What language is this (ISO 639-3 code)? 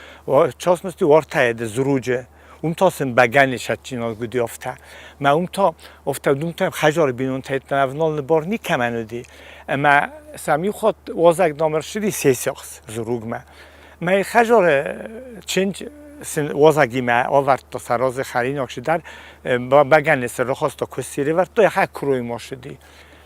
oss